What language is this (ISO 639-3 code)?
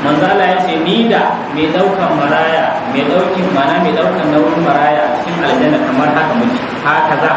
hau